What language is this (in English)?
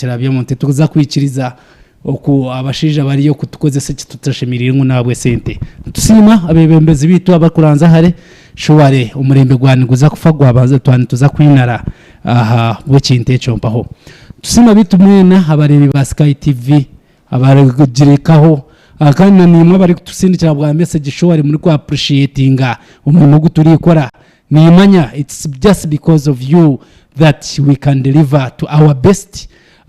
Nyankole